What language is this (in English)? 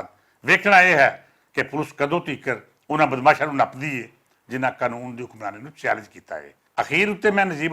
Western Panjabi